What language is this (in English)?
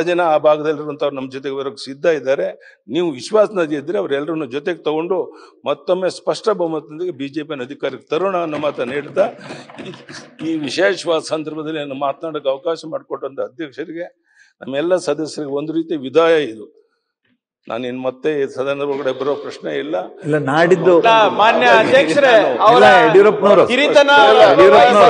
Kannada